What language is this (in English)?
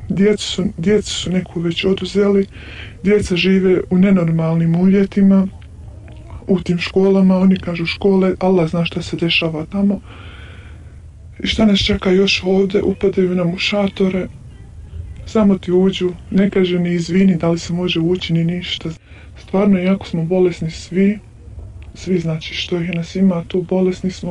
Bosnian